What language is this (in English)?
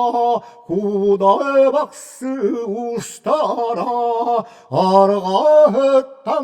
Yakut